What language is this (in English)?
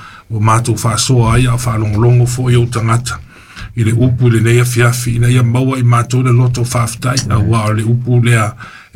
Samoan